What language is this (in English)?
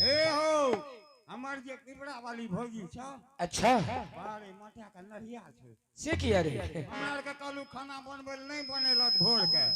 Angika